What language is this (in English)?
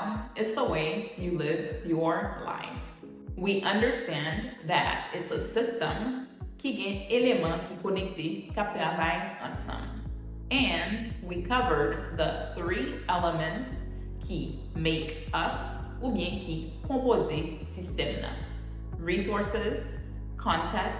Haitian Creole